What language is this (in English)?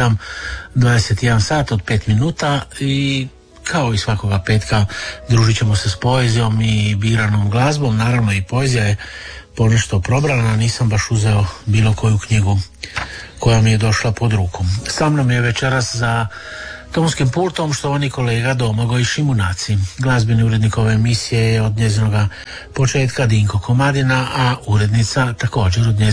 Croatian